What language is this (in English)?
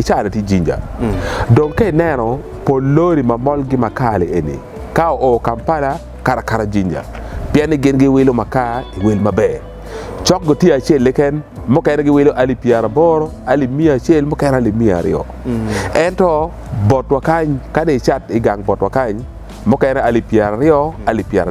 Acoli